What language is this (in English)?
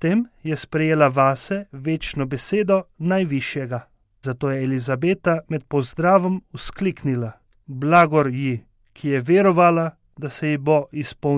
Slovenian